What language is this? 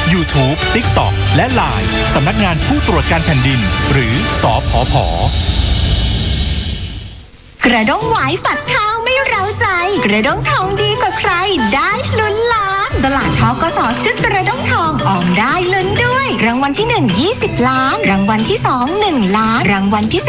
Thai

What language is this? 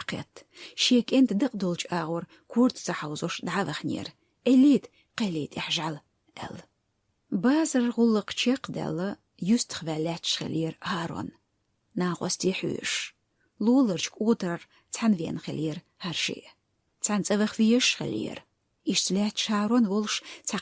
Chechen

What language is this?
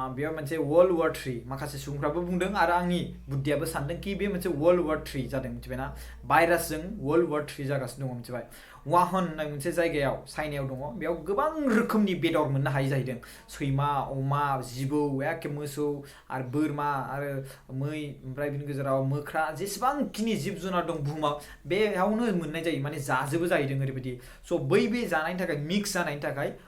Bodo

